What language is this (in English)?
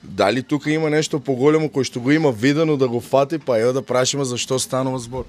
Macedonian